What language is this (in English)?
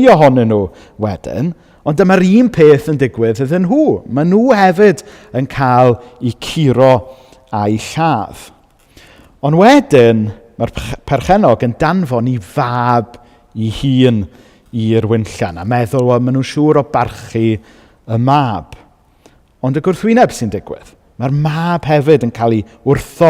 Welsh